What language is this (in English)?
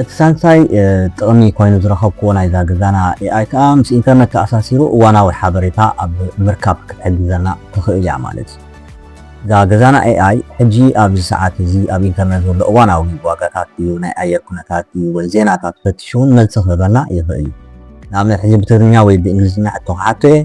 Tigrinya